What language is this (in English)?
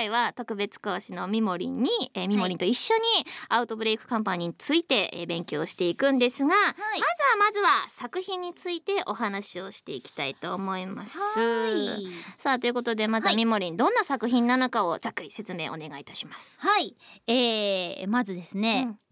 Japanese